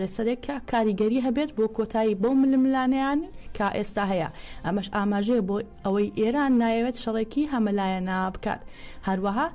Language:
Central Kurdish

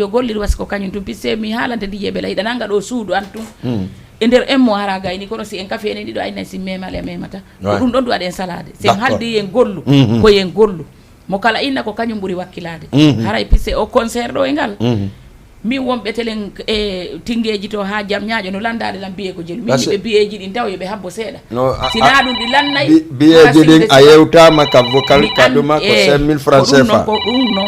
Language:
Fula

